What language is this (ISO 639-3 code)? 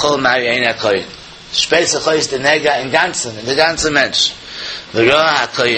yid